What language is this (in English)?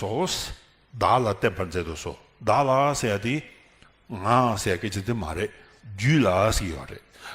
Tibetan